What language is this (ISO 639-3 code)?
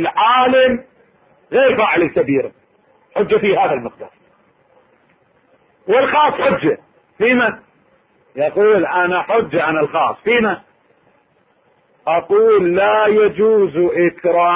ara